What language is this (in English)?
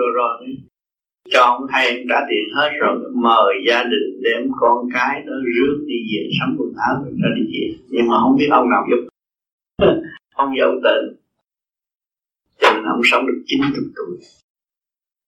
Vietnamese